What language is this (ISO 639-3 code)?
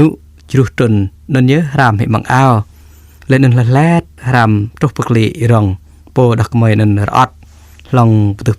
jra